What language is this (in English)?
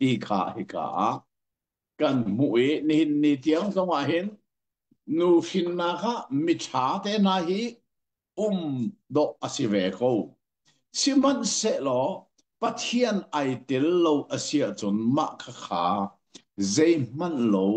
Hakha Chin